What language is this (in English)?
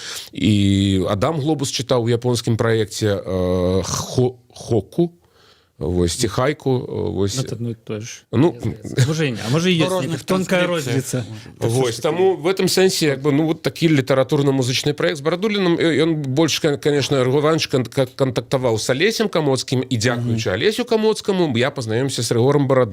Belarusian